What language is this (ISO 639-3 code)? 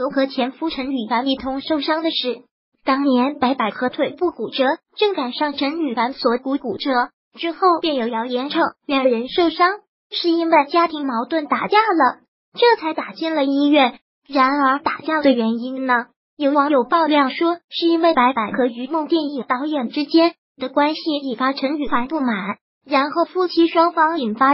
zho